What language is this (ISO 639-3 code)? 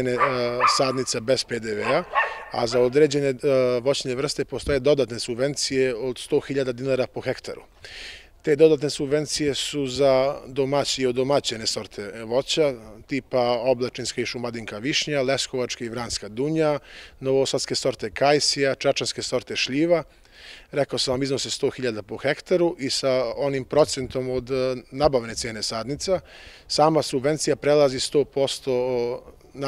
srp